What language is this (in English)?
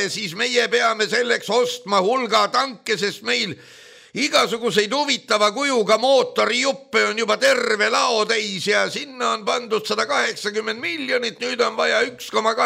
Estonian